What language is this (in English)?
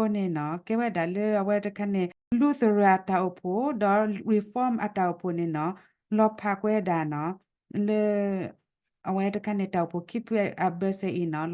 S'gaw Karen